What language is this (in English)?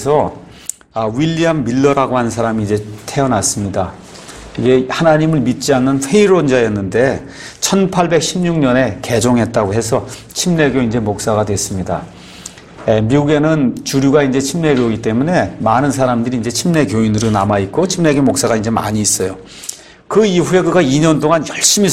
Korean